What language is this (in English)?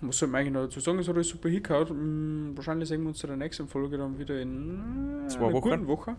Bavarian